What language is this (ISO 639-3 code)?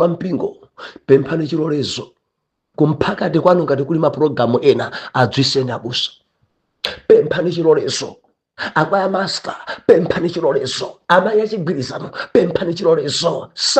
nya